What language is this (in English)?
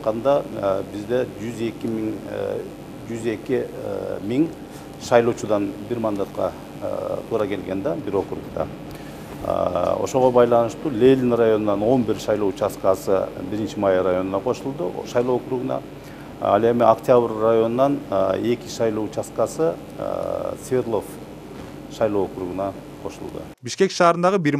Kyrgyz